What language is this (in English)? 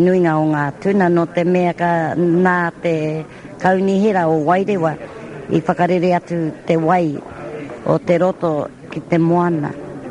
Māori